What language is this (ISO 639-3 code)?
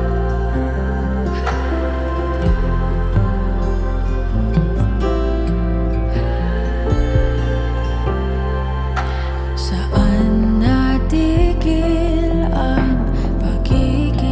fil